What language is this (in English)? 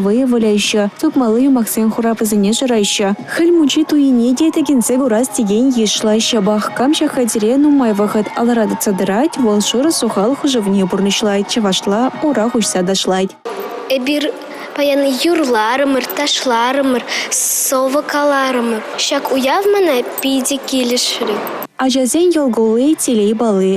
Chuvash